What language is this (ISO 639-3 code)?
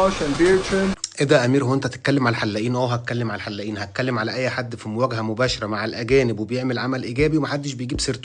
arz